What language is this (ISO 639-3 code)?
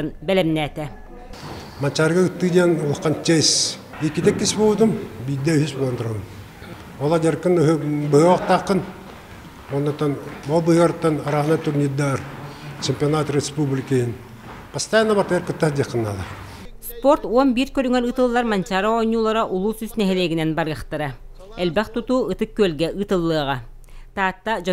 sah